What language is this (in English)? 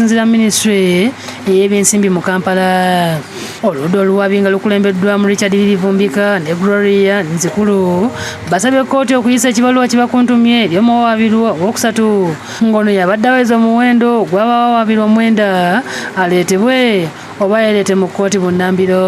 Ganda